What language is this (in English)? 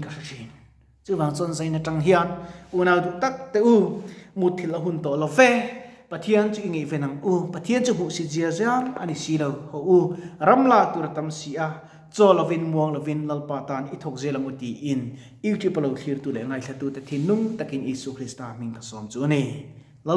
Mizo